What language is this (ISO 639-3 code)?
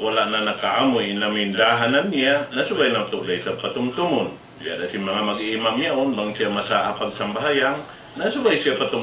tsg